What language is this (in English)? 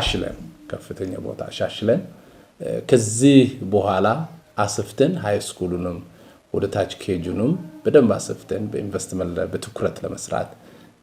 Amharic